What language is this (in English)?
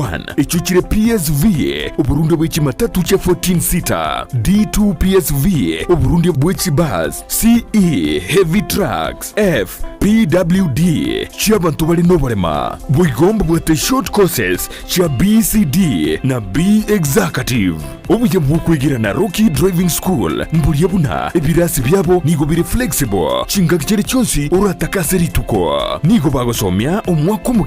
Gusii